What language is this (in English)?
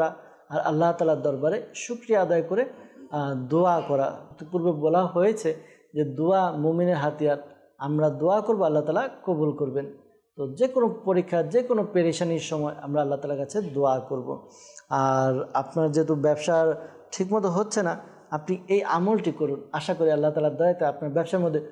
Bangla